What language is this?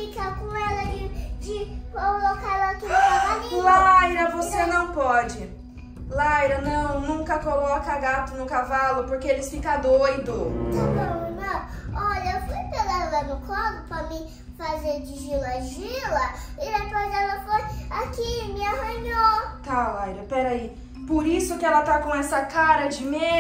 Portuguese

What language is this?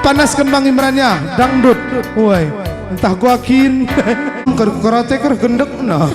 Batak Karo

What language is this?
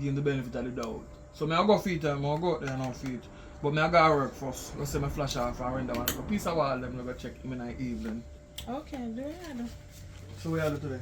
Jamaican Creole English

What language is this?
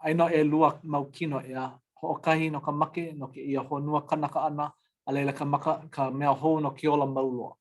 Hawaiian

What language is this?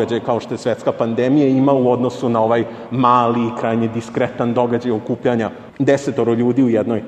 Serbian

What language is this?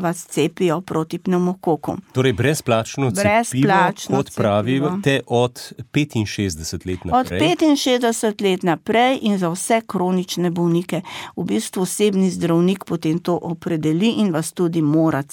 Slovenian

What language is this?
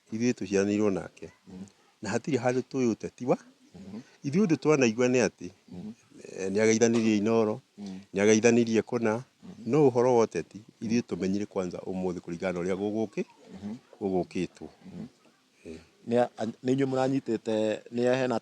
Kikuyu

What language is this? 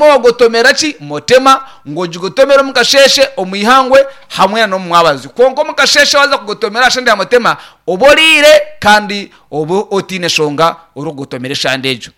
Nyankole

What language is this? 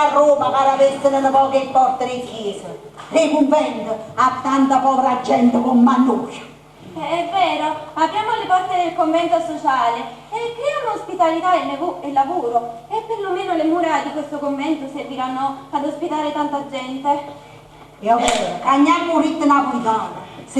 Neapolitan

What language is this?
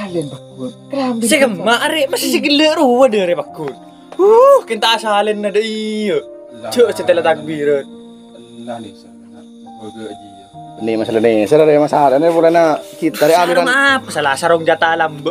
Madurese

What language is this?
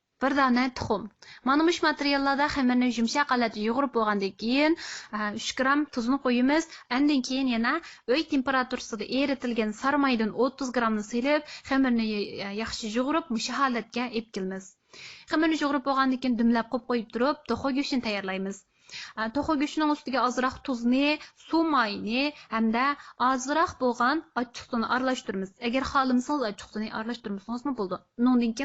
Uyghur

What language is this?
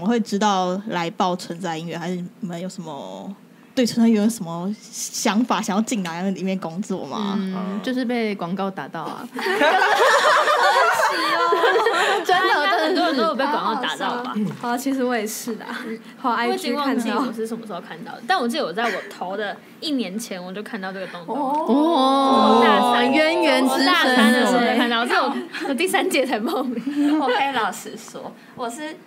Chinese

